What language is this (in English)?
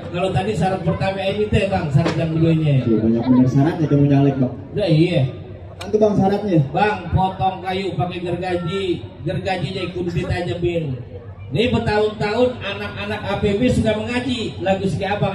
Betawi